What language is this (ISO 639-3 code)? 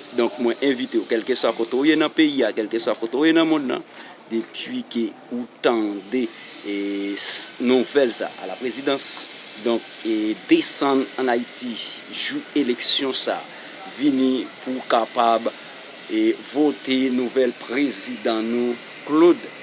hat